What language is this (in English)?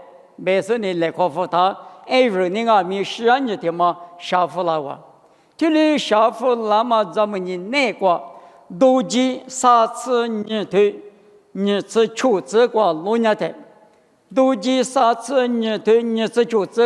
Lisu